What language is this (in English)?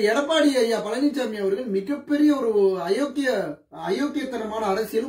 Tamil